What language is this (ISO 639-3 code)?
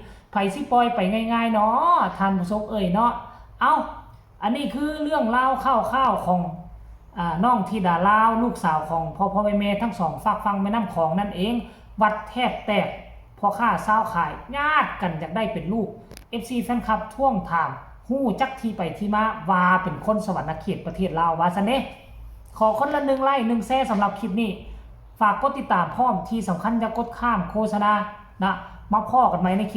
tts